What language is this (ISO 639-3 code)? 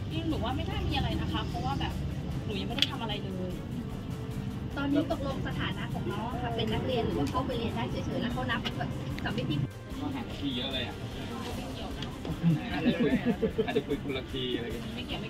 tha